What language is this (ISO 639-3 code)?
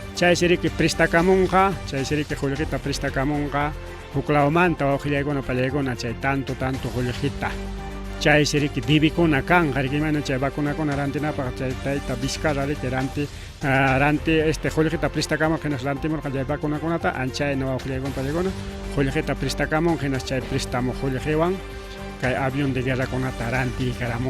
quy